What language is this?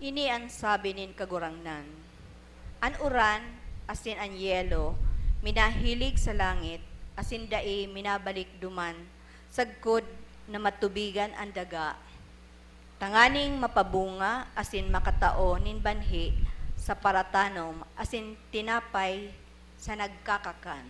Bikol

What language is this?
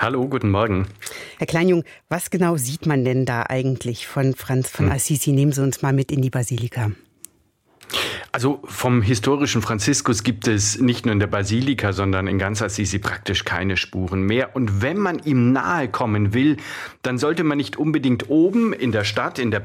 German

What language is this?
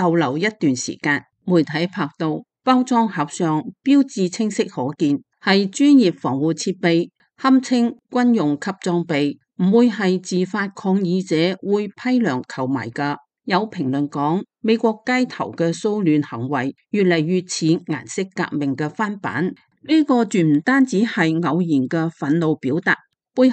Cantonese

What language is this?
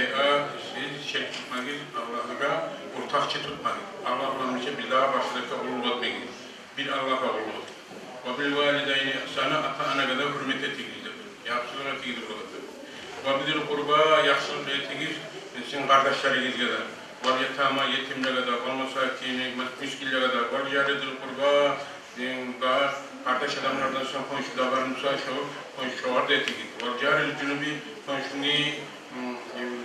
Kumyk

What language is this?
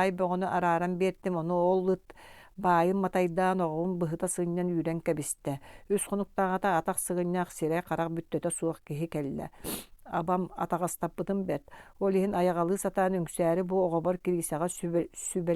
Yakut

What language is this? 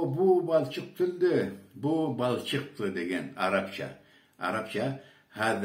Karachay-Balkar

